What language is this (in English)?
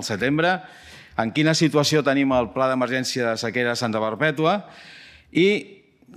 Catalan